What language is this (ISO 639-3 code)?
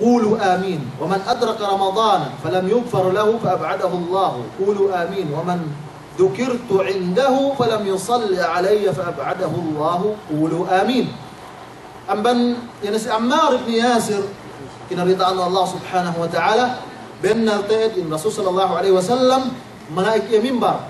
yka